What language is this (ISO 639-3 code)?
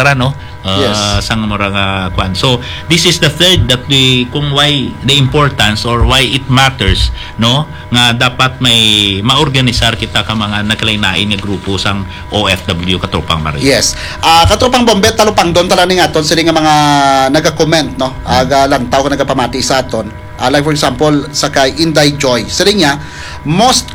hil